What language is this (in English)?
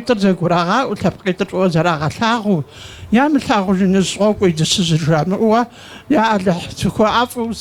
Kabardian